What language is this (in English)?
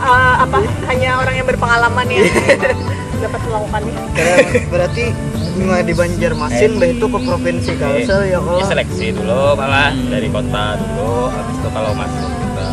Banjar